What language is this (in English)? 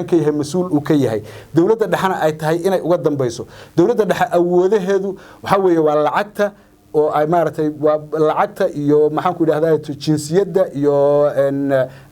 Somali